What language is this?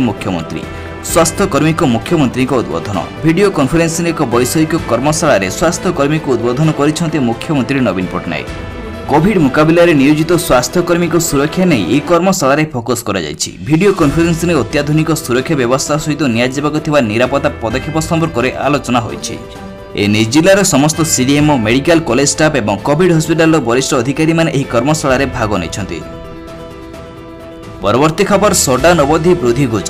Odia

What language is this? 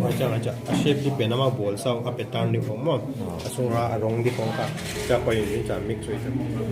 Paite Chin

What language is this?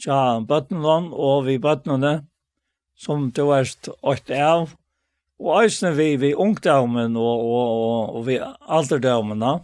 Faroese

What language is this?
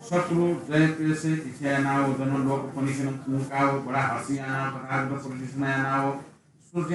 Newari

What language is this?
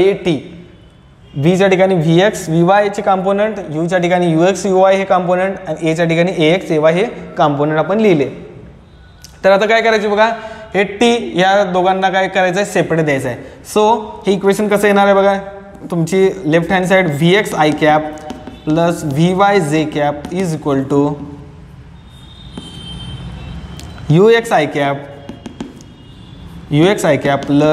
Marathi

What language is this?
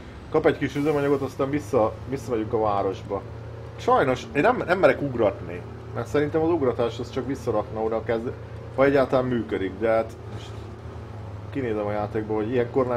Hungarian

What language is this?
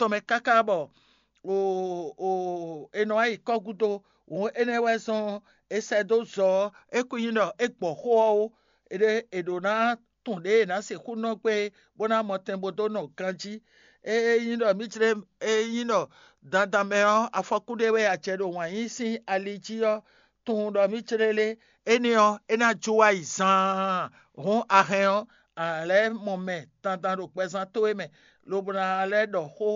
Fon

